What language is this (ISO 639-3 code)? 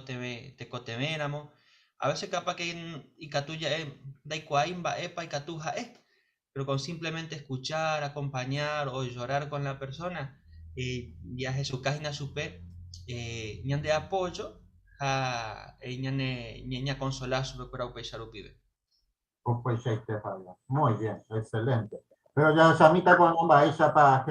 grn